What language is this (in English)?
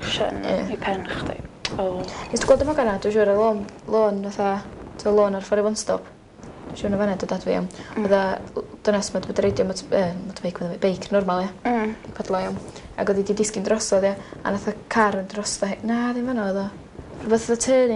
Welsh